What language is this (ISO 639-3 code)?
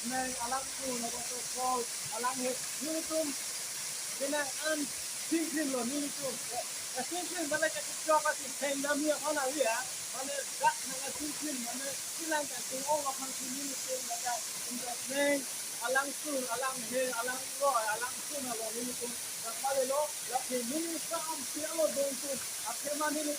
mjw